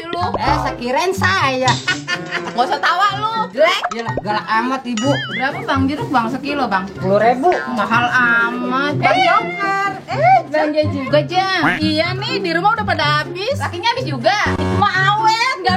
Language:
Betawi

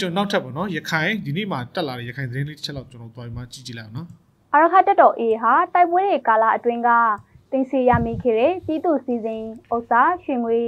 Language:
Burmese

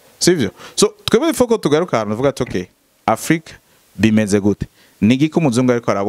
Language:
Rundi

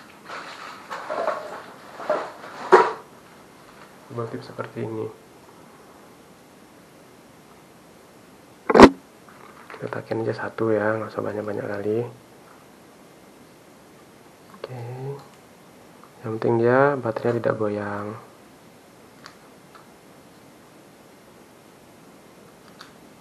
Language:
Indonesian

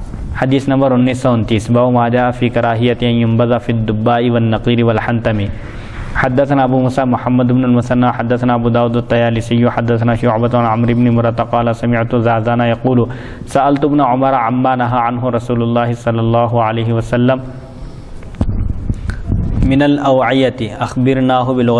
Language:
Urdu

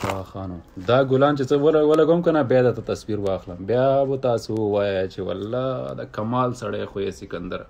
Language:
Pashto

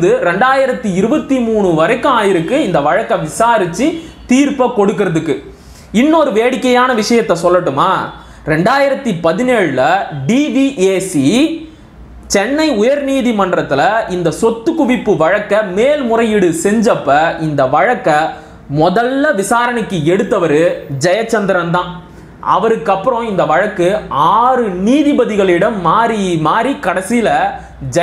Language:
Tamil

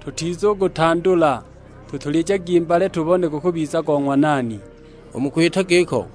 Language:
Sukuma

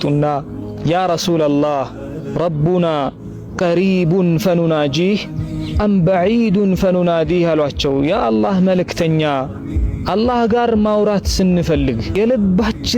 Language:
Amharic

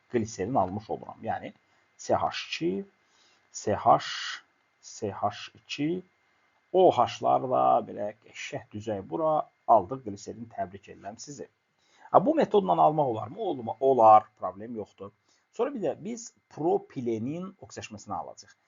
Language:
Azerbaijani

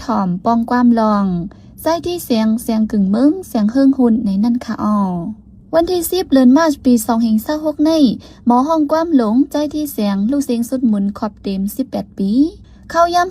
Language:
Shan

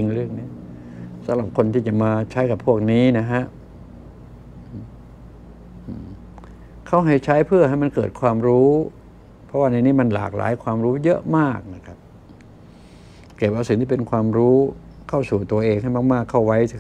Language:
Thai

